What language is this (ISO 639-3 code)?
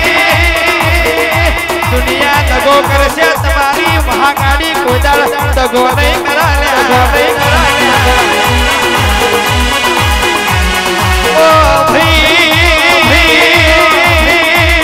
guj